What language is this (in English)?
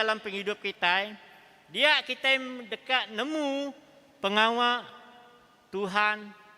Iban